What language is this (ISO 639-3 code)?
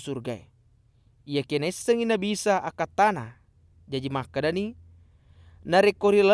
bug